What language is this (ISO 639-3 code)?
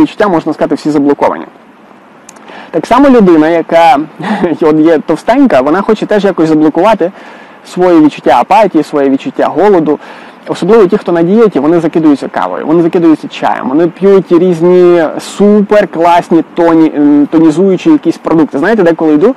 ukr